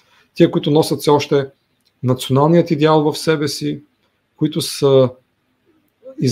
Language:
Bulgarian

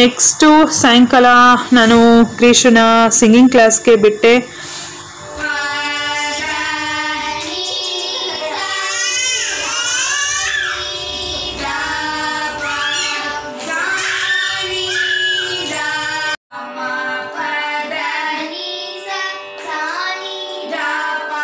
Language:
Kannada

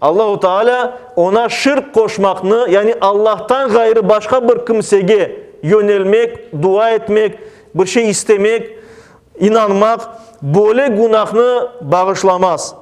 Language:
Crimean Tatar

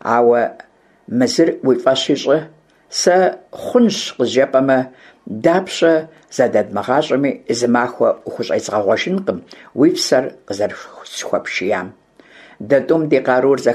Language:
Kabardian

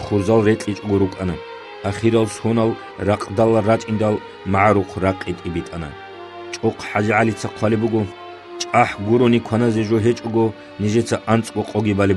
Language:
Avaric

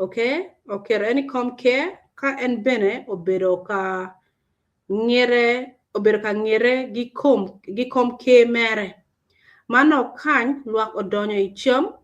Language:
Acoli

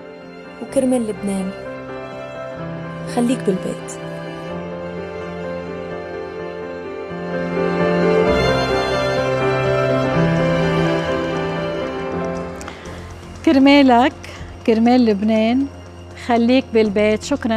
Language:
North Levantine Arabic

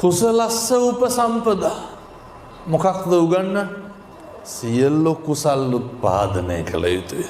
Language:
Sinhala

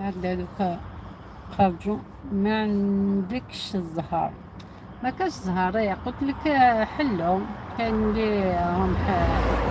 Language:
Algerian Arabic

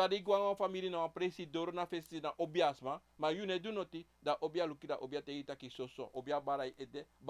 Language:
Sranan Tongo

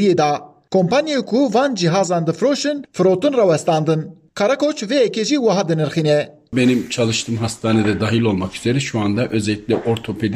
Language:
Kurdish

